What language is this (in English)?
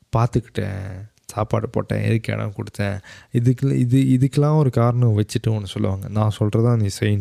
Tamil